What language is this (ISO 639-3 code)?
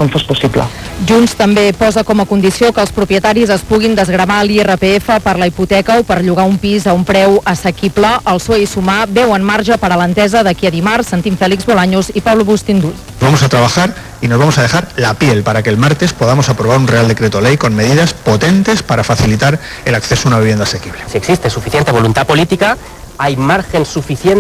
cat